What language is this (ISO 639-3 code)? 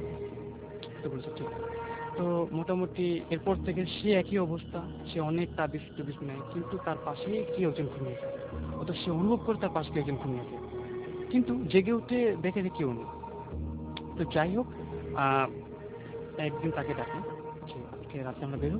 ben